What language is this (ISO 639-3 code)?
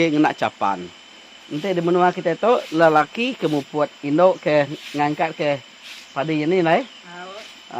iba